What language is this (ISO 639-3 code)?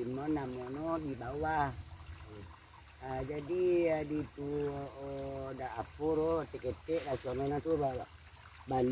min